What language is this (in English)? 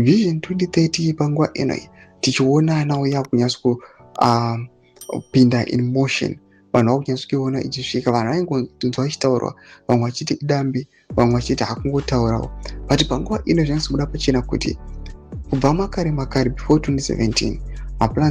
Shona